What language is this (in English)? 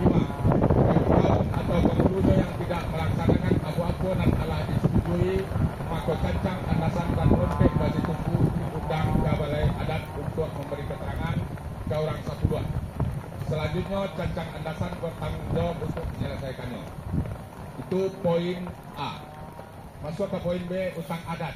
Minangkabau